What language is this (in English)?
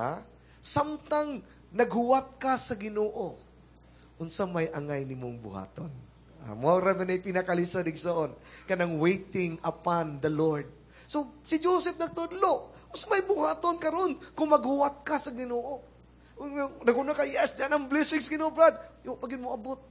Cebuano